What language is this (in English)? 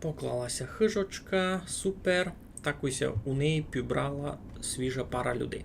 Rusyn